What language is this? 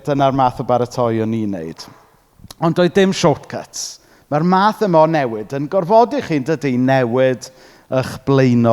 Welsh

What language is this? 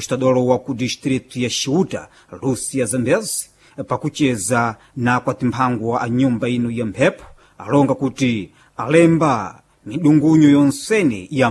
Sena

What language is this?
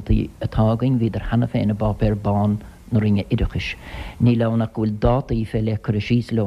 Irish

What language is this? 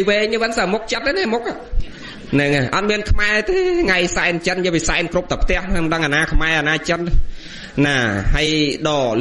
Khmer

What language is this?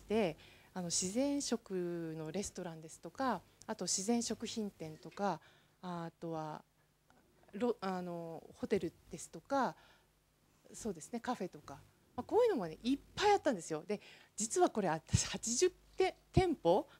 Japanese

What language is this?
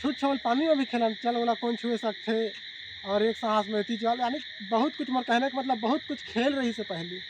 Chhattisgarhi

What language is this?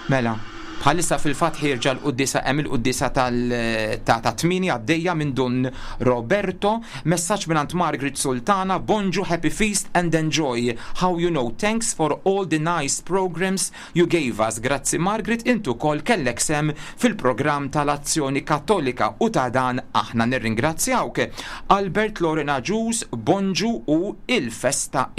Maltese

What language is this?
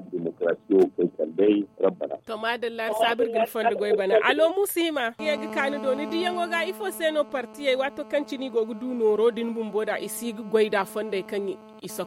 Zarma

